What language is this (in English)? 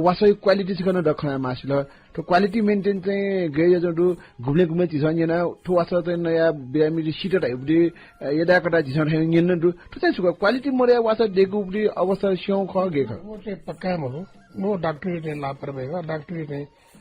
Newari